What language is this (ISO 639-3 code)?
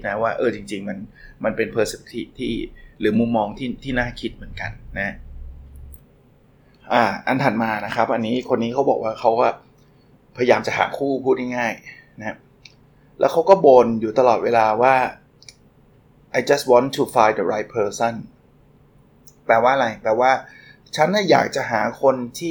tha